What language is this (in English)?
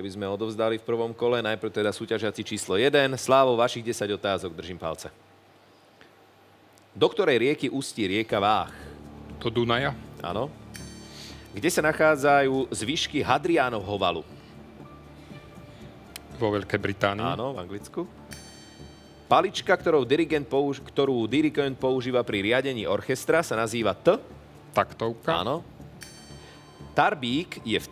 Slovak